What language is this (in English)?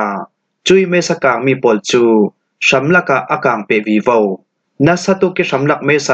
Falam Chin